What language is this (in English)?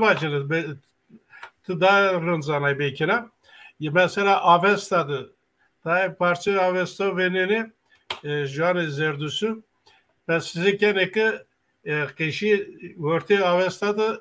Zaza